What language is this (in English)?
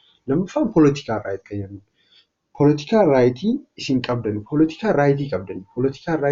Oromo